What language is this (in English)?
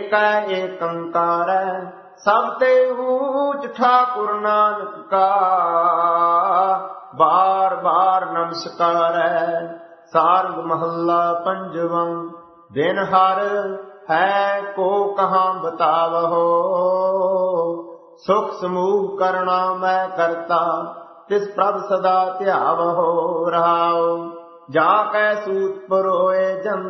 Punjabi